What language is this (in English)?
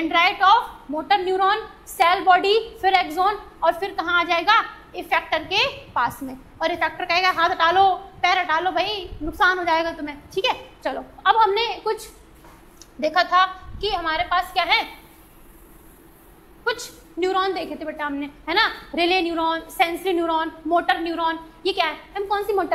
Hindi